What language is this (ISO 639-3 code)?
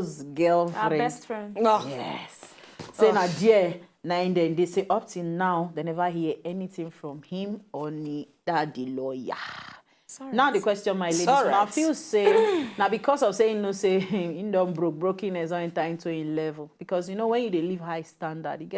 pcm